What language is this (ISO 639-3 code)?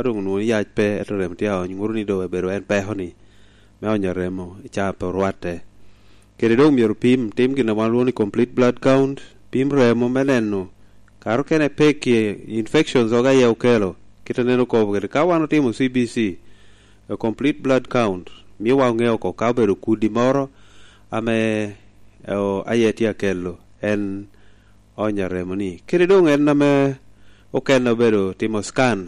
laj